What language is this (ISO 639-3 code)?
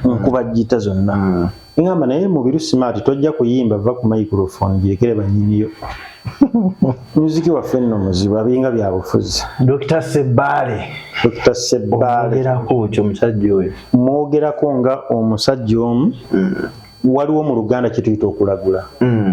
lug